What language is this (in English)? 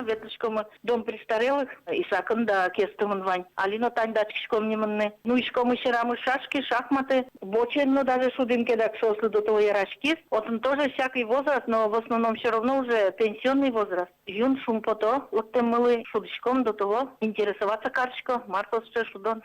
Udmurt